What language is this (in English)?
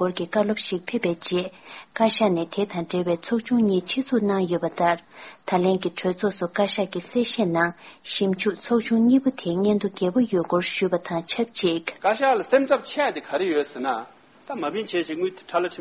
Tibetan